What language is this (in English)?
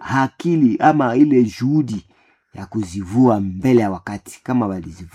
Swahili